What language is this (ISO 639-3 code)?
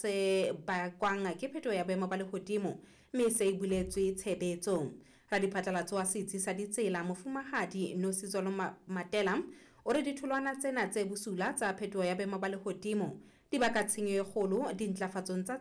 sot